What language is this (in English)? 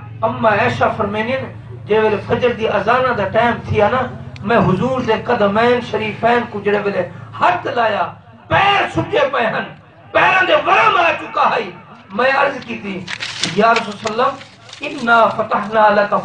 Saraiki